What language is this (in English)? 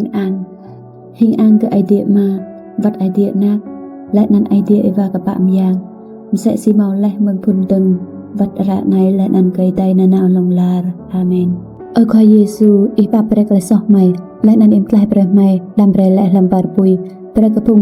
Rade